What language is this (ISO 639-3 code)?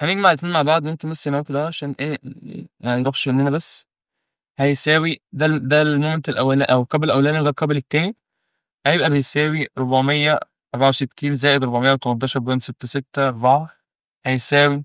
arz